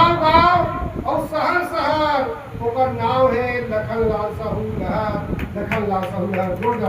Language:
Chhattisgarhi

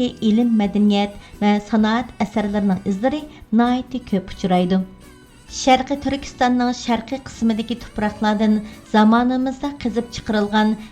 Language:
Uyghur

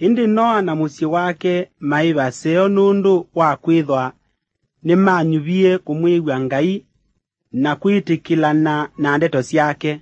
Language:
Kamba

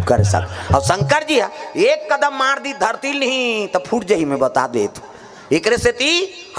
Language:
Chhattisgarhi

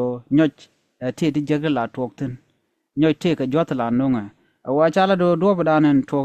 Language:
Nuer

